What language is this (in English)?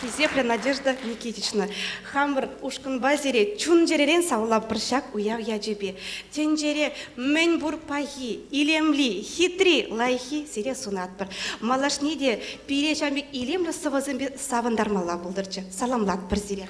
Chuvash